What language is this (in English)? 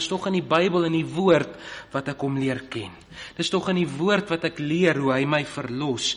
Afrikaans